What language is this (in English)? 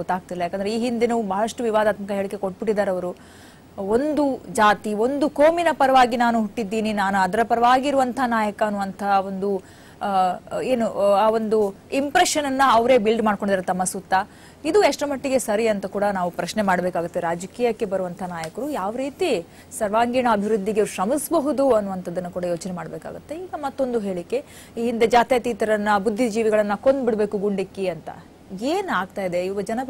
Kannada